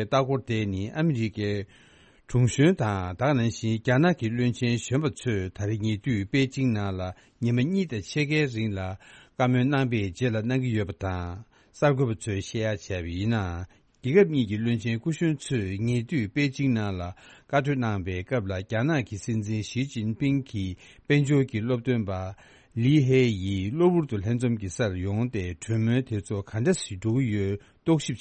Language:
Tibetan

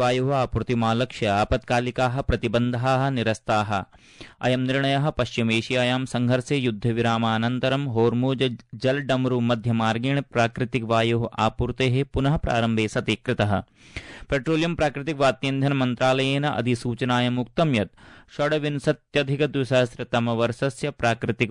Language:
Sanskrit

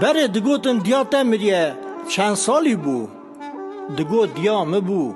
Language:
Kurdish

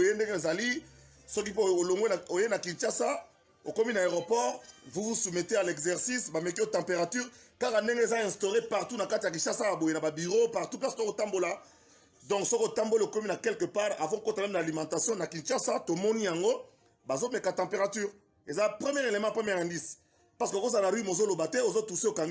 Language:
Lingala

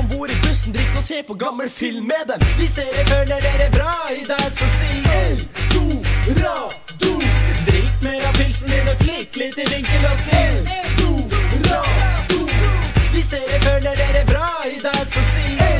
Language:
Norwegian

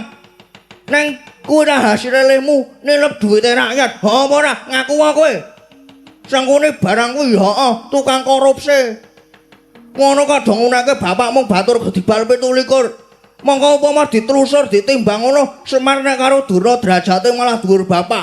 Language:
Javanese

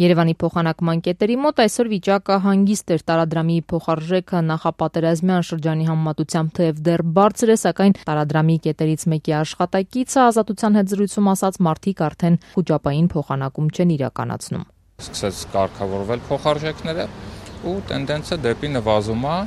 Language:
Armenian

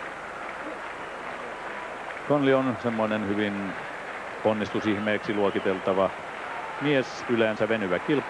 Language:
Finnish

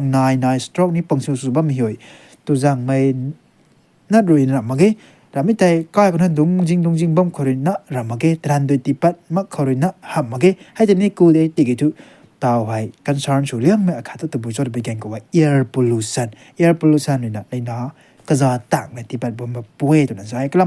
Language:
Rongmei Naga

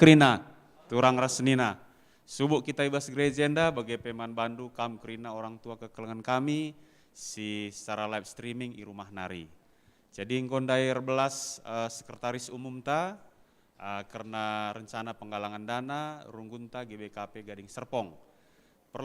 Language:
Batak Karo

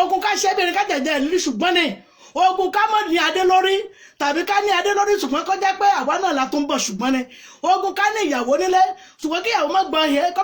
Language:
Yoruba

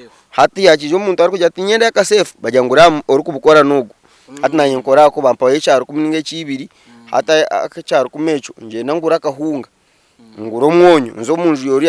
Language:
Nyankole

